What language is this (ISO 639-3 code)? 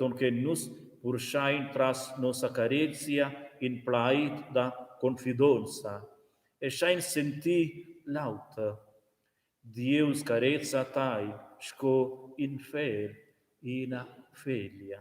roh